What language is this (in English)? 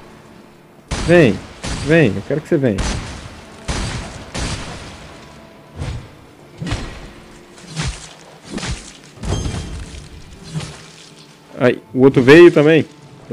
Portuguese